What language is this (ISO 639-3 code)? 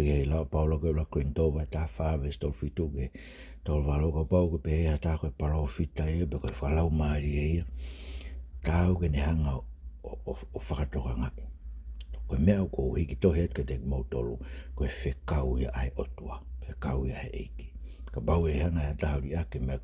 ton